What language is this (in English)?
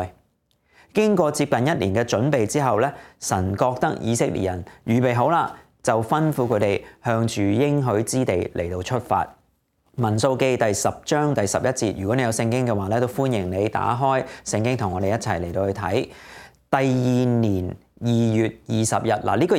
Cantonese